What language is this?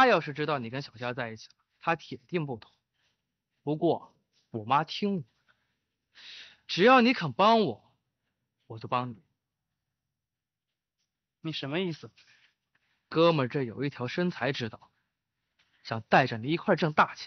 Chinese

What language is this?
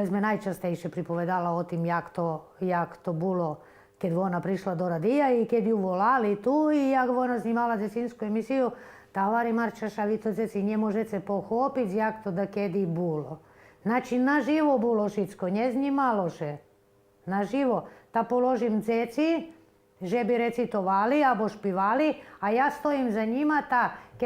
Rusyn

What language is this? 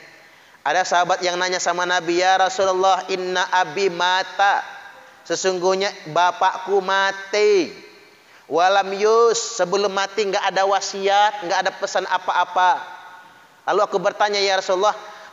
Indonesian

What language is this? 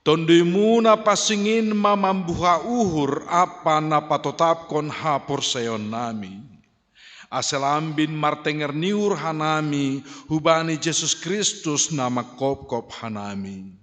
Batak Simalungun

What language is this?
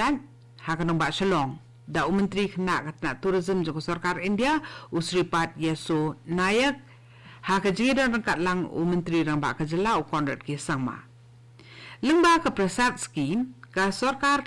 Khasi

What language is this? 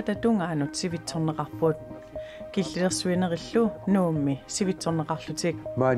Kalaallisut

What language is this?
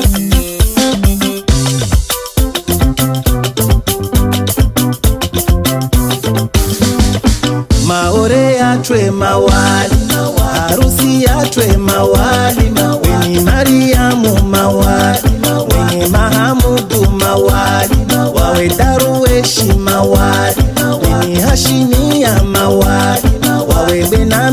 Swahili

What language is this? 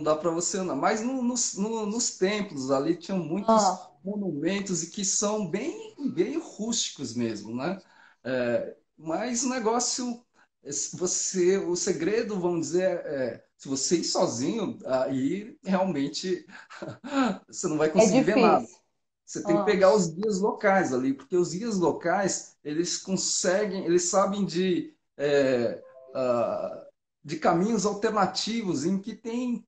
Portuguese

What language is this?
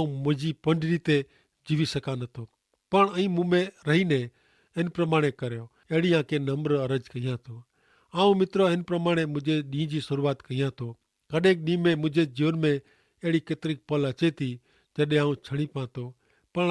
Kachhi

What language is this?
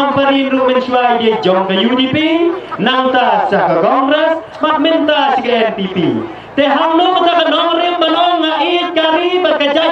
Khasi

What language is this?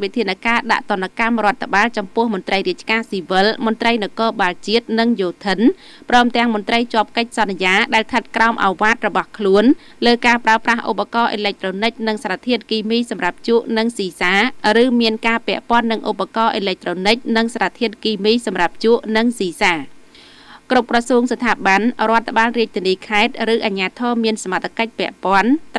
Khmer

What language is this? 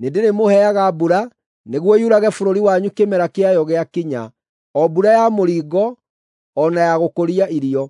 Kikuyu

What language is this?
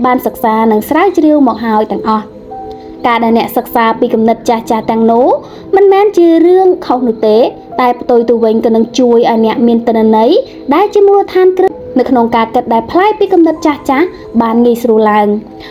Khmer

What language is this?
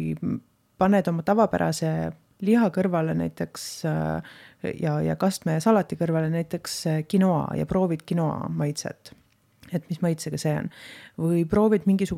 Estonian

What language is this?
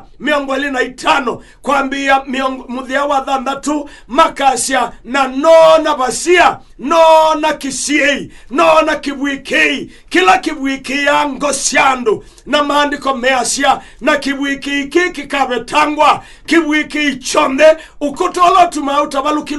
Kamba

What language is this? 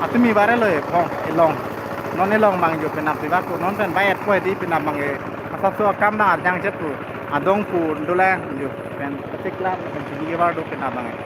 Karbi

